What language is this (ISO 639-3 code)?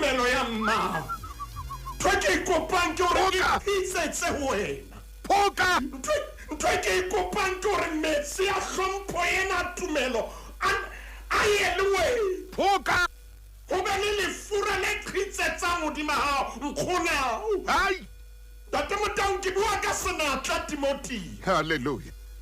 sot